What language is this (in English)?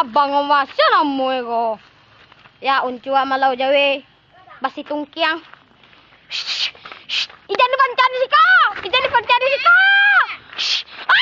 Minangkabau